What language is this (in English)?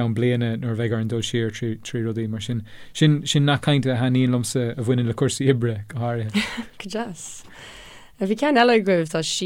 Irish